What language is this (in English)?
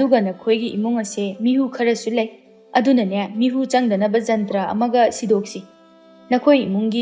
Manipuri